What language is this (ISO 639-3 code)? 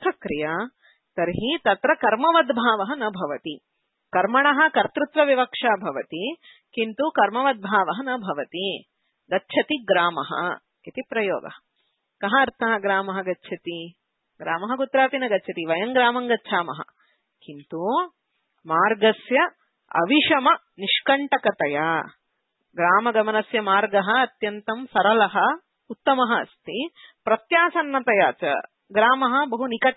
san